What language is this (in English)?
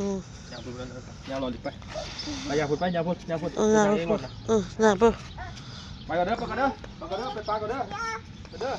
Northeastern Thai